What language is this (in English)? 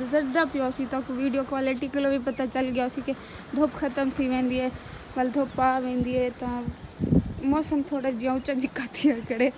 Saraiki